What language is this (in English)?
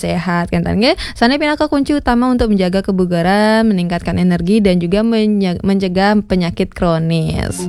Balinese